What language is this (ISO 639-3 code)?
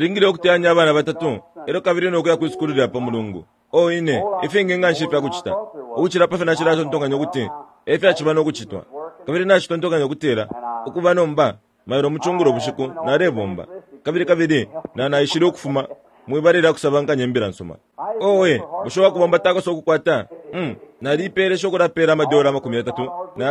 bem